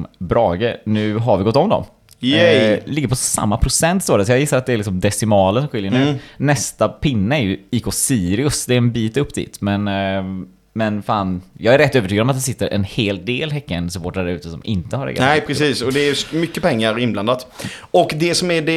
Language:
Swedish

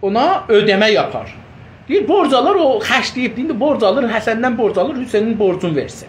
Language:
South Azerbaijani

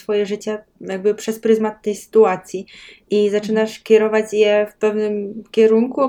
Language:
Polish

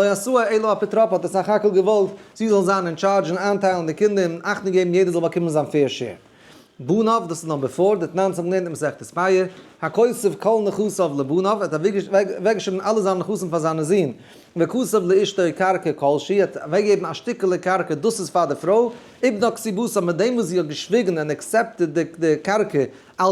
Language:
Yiddish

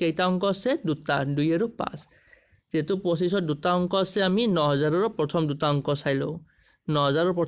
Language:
Assamese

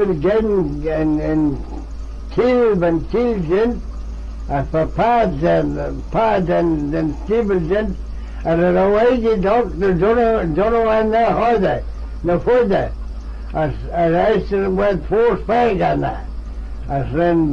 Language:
Manx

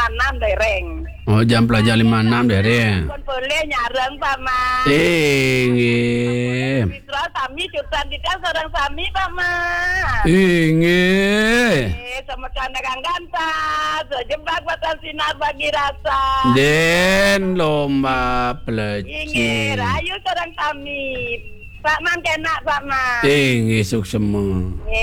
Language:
Balinese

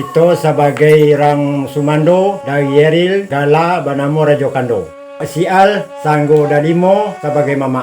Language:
Minangkabau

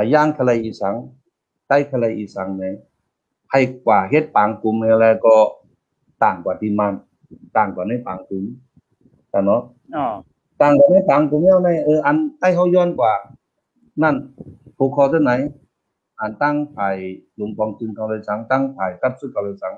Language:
Shan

